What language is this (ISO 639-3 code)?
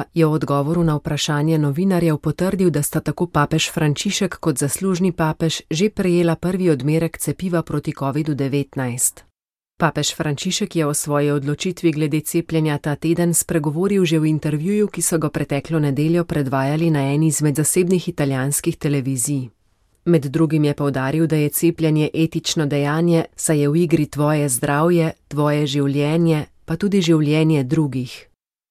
slv